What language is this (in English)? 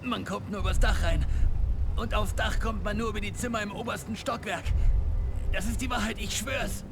Bavarian